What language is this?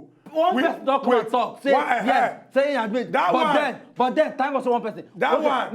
Nigerian Pidgin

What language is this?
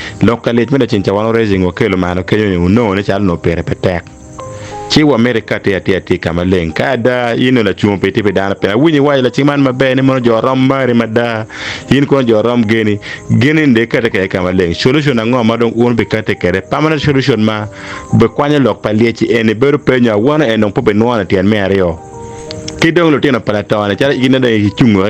Acoli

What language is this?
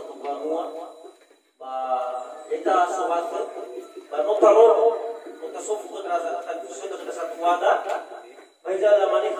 Nias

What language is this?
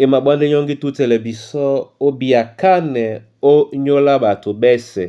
Duala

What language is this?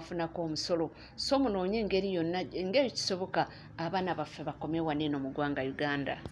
Ganda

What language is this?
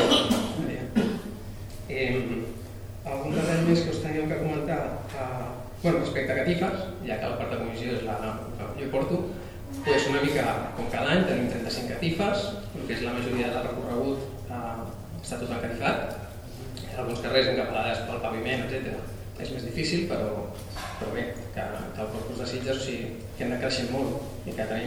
Catalan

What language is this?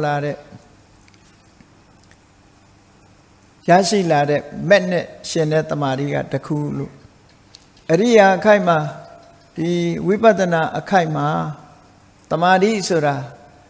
Burmese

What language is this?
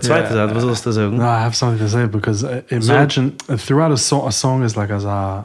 Yiddish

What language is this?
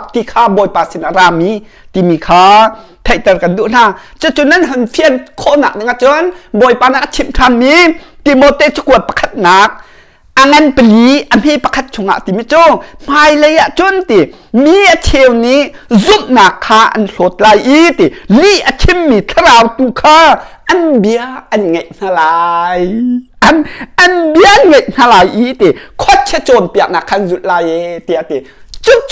Hakha Chin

